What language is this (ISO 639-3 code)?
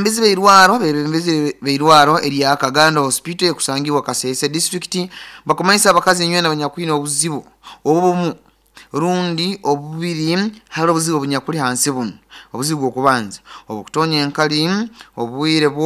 nyo